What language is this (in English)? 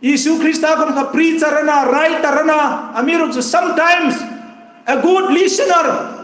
Hmar